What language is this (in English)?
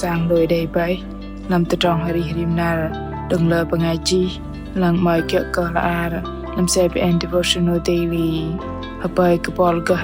Bahnar